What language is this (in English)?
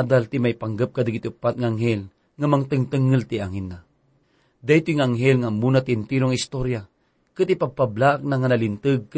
Iloko